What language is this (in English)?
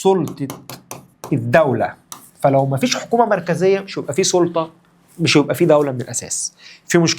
Egyptian Arabic